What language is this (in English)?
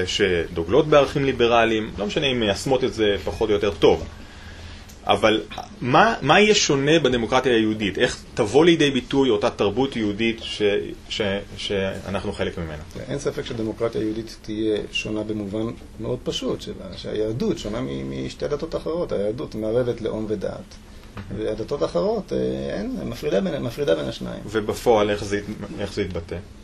Hebrew